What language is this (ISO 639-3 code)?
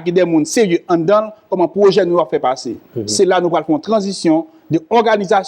hat